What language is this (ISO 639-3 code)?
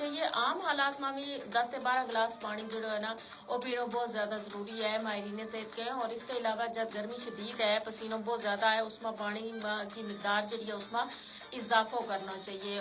gju